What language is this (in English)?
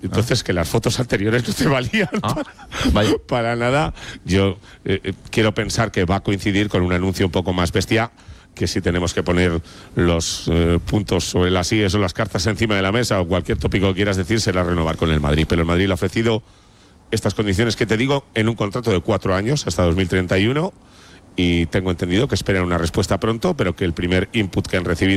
Spanish